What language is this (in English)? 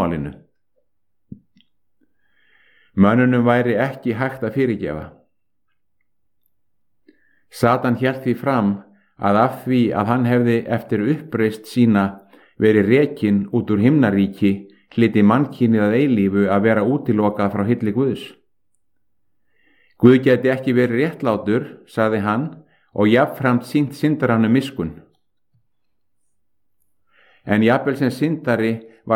Icelandic